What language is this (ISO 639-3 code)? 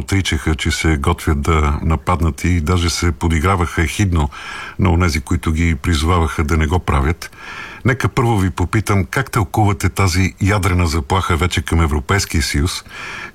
bul